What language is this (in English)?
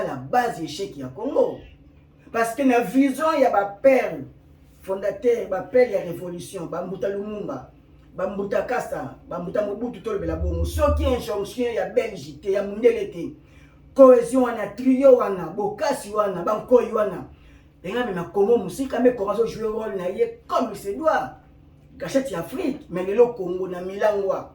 Lingala